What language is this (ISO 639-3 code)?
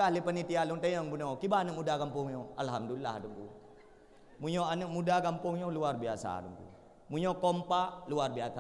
ace